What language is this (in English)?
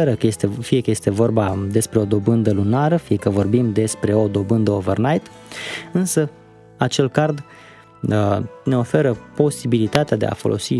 Romanian